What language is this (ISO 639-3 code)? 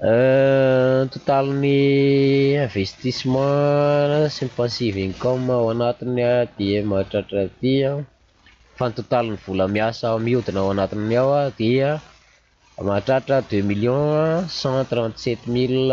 mlg